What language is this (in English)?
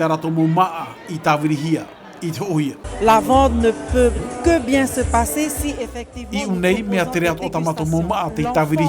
Tahitian